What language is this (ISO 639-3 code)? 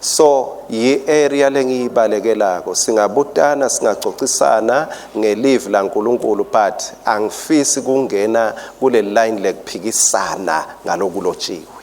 ssw